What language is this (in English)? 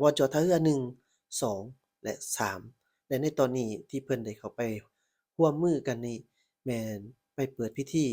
Lao